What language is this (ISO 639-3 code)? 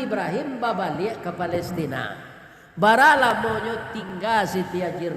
min